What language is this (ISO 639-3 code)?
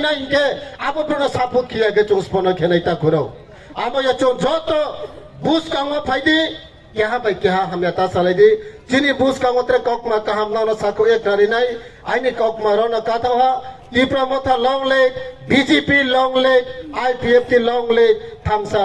trp